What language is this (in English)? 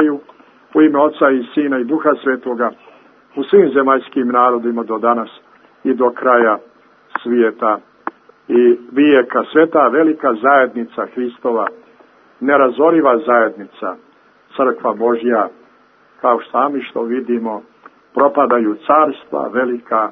Serbian